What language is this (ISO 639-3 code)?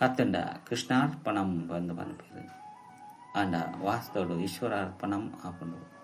tcy